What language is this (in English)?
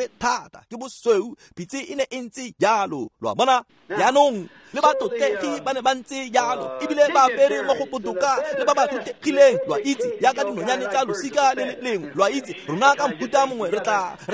Tswana